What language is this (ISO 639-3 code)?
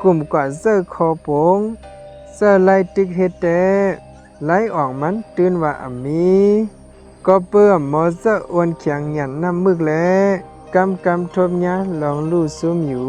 shn